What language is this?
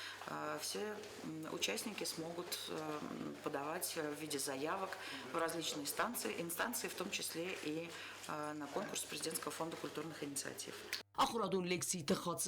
Ossetic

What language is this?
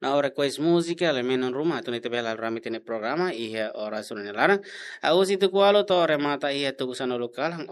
Tetum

